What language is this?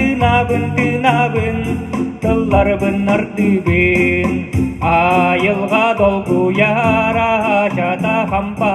Yakut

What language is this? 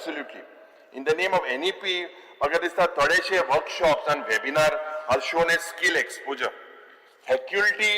Konkani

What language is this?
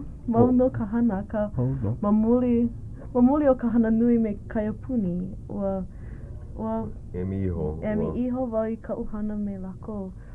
Hawaiian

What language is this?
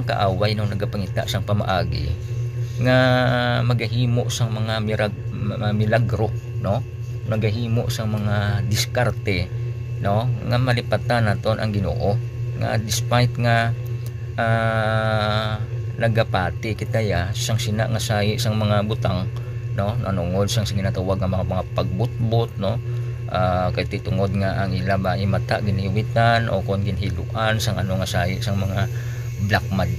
Hiligaynon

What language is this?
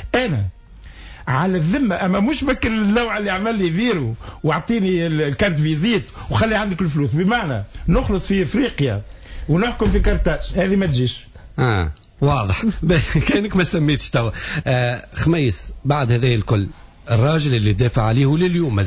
Tunisian Arabic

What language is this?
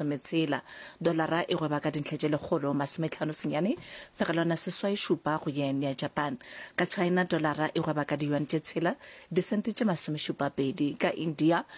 Northern Sotho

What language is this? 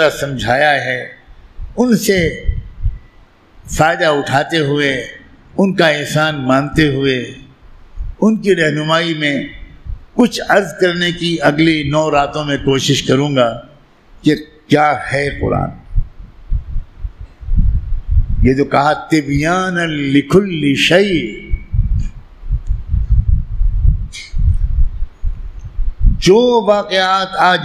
Urdu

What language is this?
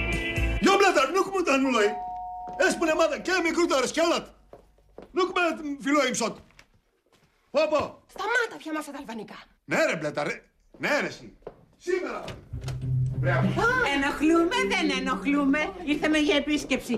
Greek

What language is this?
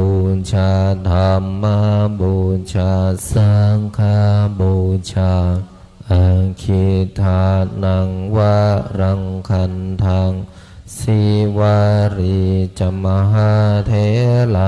Pali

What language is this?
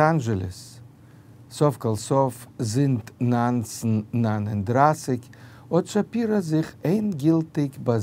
Yiddish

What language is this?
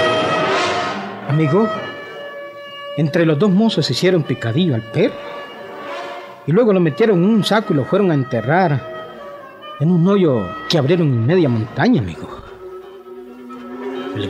Spanish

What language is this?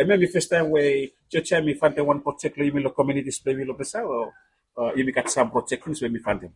Bislama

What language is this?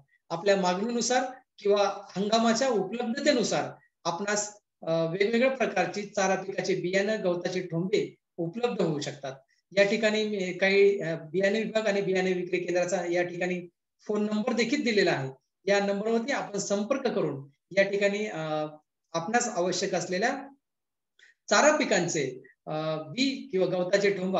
Marathi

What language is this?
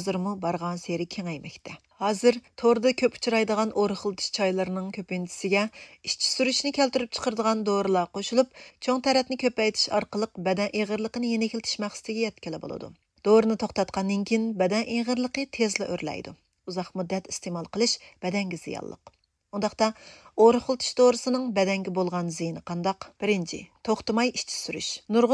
Uyghur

